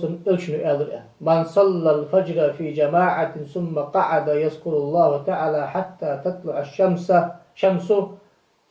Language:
Ingush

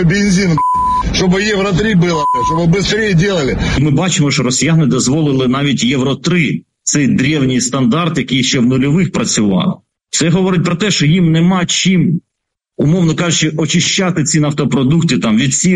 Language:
Ukrainian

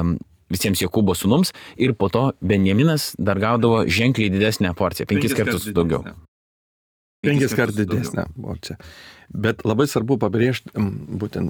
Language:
Lithuanian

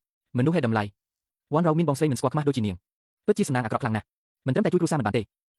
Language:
Khmer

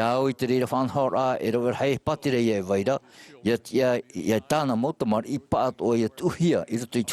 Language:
Tahitian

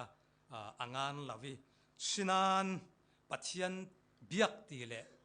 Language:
Falam Chin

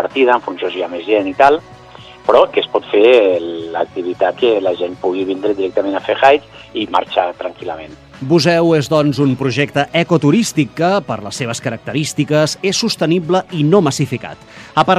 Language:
Catalan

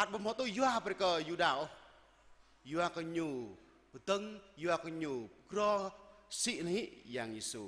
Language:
Jarai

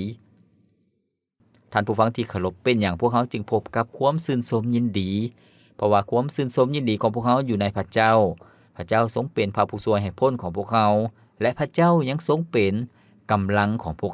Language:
Lao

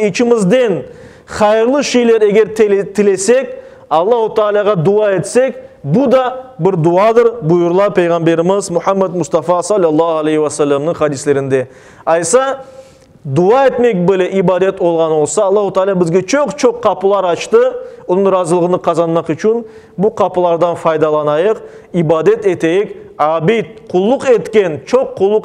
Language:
Crimean Tatar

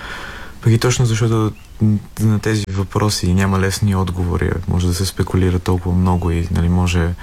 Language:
Bulgarian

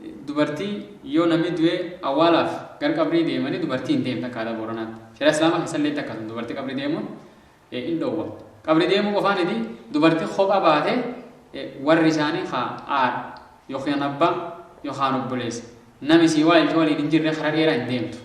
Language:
Oromo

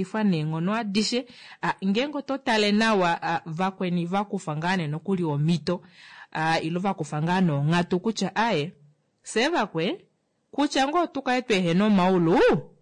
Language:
Kuanyama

